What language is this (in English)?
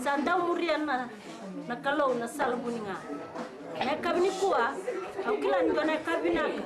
Fijian